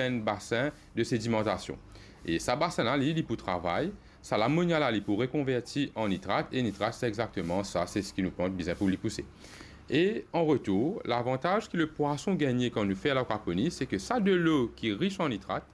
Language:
Morisyen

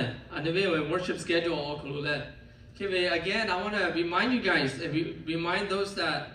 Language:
Lahu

